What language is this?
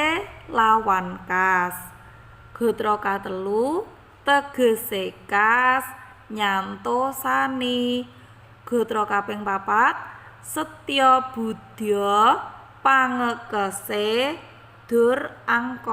Javanese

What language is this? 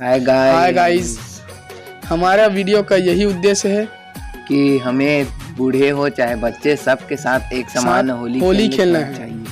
Chhattisgarhi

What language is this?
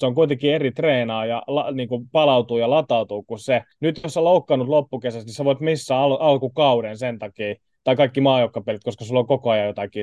Finnish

